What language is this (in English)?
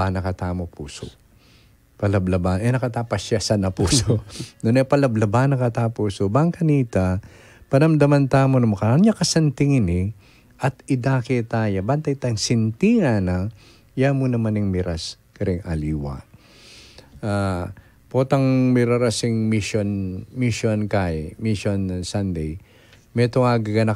Pampanga